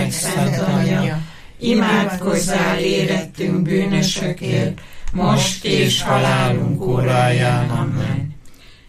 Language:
Hungarian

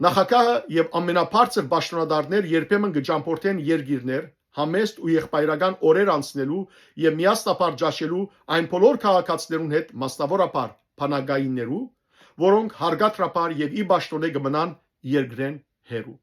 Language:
Western Armenian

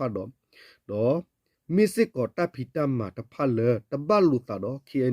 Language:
S'gaw Karen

